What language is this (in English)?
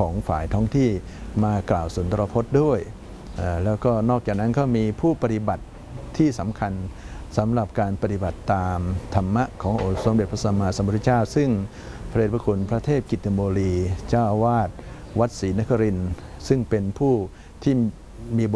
Thai